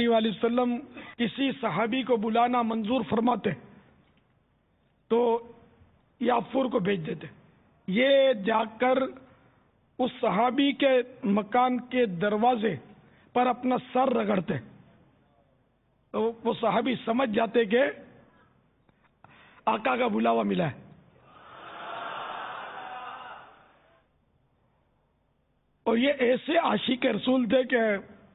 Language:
Urdu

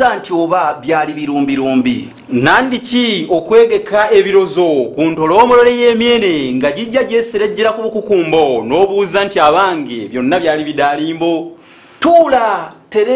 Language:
Ganda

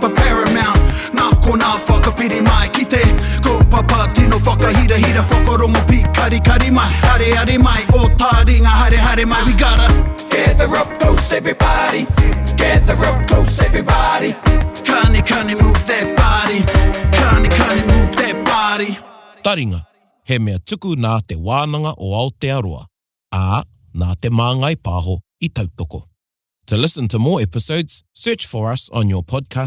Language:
Māori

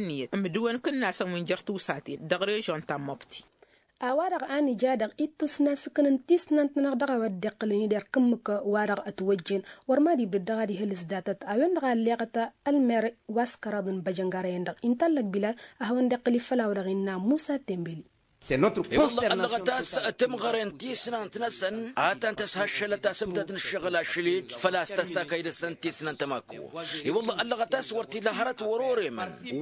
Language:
Tamasheq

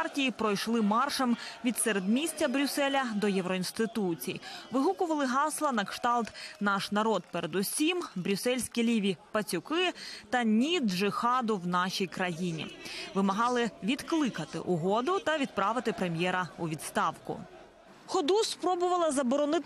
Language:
Ukrainian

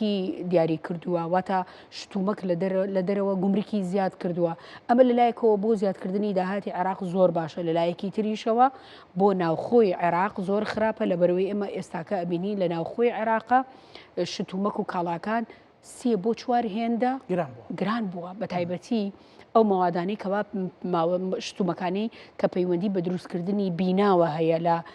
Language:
Central Kurdish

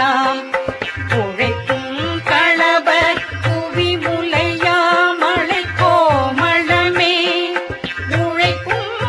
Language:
Tamil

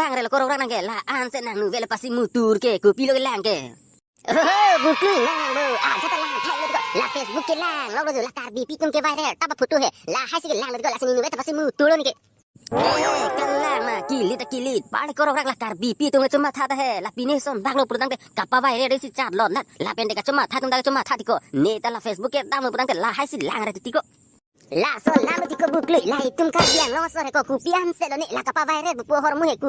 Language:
Karbi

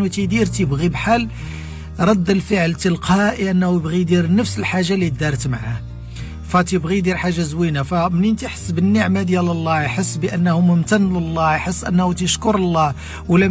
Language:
Moroccan Arabic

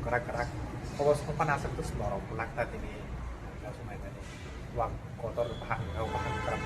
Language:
Kok Borok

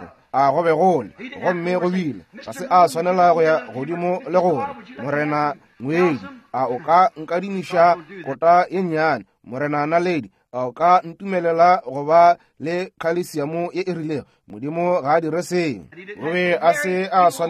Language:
Northern Sotho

